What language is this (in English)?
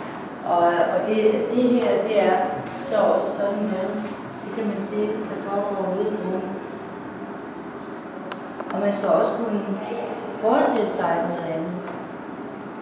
Danish